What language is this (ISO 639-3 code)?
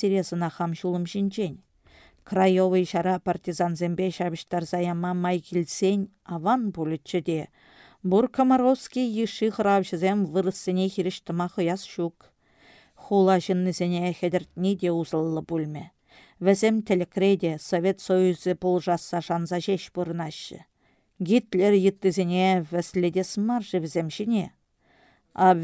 chv